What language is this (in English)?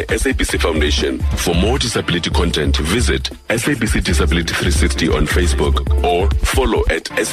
Xhosa